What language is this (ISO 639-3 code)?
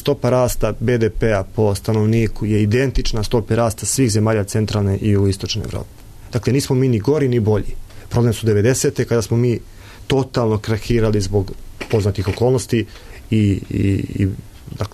srp